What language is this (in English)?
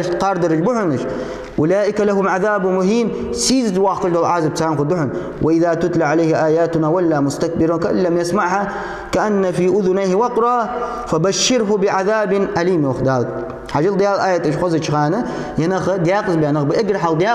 Ingush